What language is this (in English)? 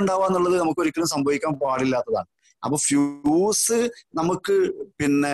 Malayalam